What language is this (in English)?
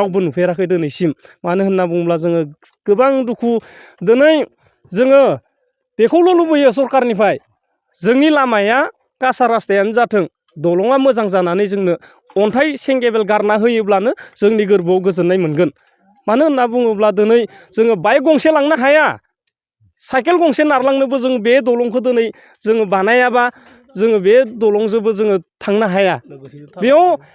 Bodo